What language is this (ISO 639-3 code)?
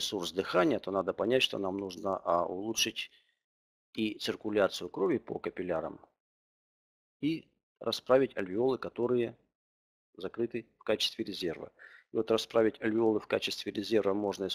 rus